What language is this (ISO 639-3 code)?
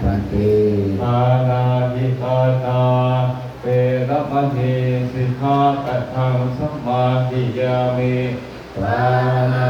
pli